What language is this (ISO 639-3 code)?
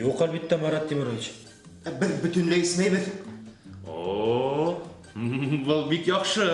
bak